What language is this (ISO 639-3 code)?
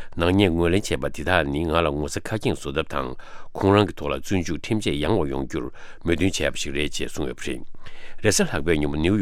bod